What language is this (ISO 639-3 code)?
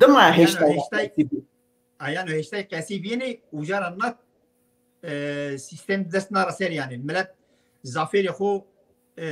zza